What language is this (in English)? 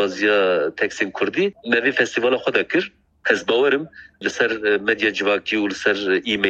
Kurdish